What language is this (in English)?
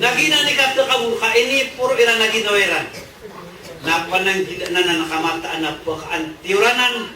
Maranao